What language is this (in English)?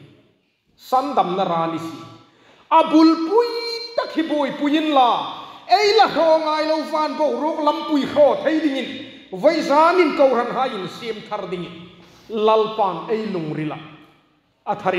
Hmar